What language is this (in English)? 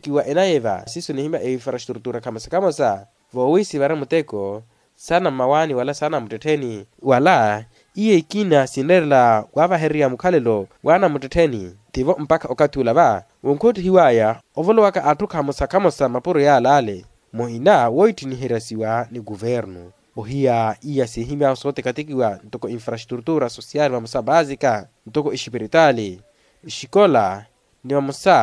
Makhuwa